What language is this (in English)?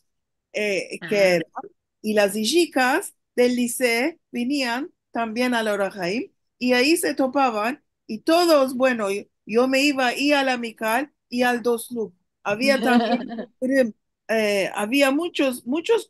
Ladino